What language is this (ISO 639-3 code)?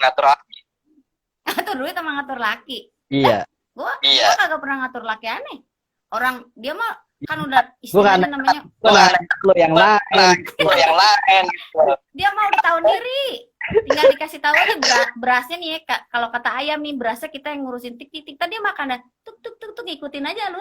bew